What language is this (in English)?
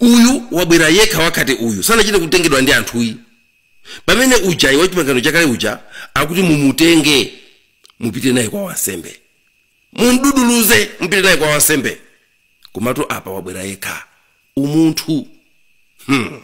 Nyanja